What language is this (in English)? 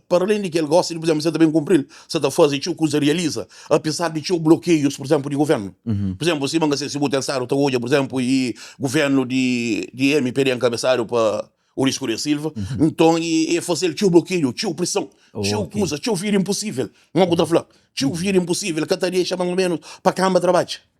Kabuverdianu